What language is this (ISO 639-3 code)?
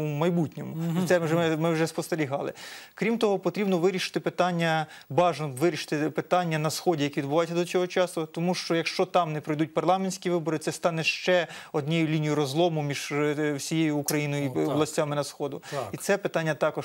ukr